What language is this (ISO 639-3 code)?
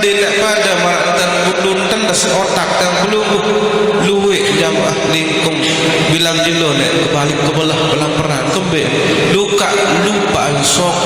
sas